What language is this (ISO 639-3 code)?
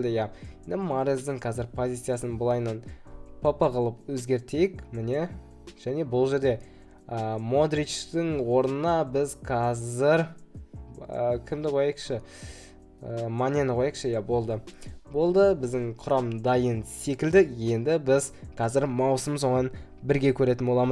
kaz